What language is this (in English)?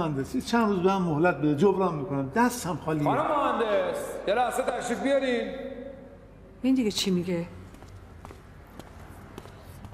Persian